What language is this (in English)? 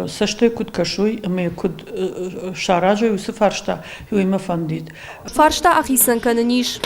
Ossetic